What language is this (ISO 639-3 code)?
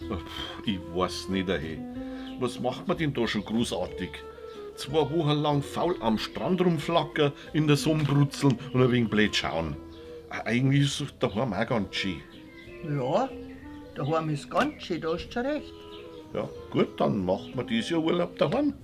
bar